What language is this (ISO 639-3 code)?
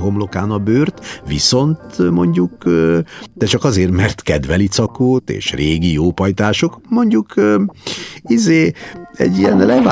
hun